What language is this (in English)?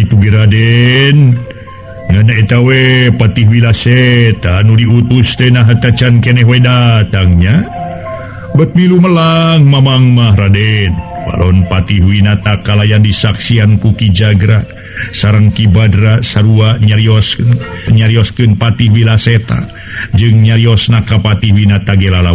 Sundanese